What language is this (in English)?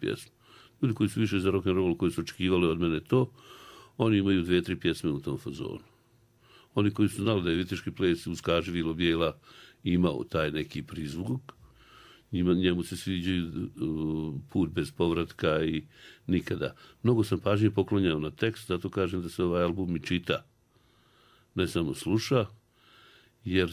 Bosnian